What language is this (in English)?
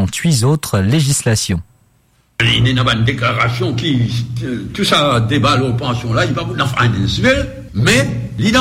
Morisyen